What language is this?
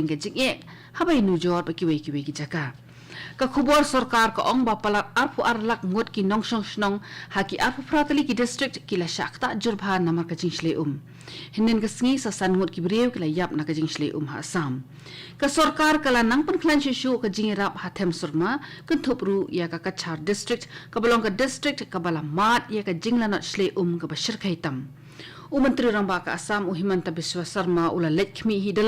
Khasi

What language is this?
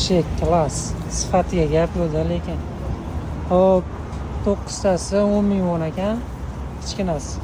Uzbek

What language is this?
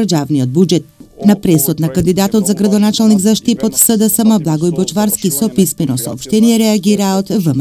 Macedonian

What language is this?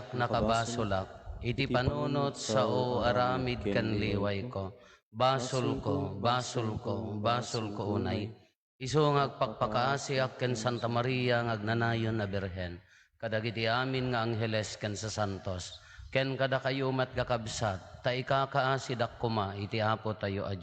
Iloko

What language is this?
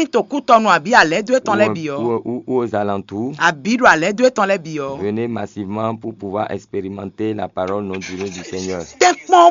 Fon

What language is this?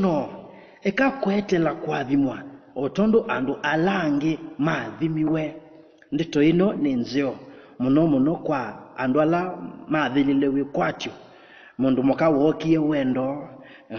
Kamba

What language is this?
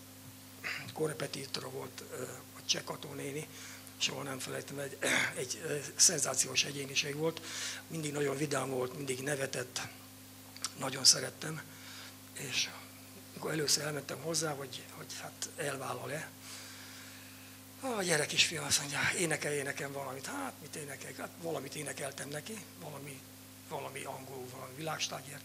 Hungarian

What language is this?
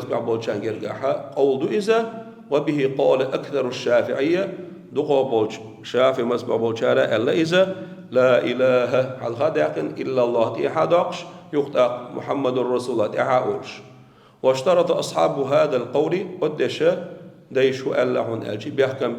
Chechen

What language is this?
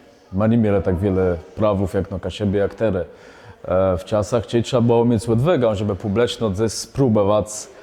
Kashubian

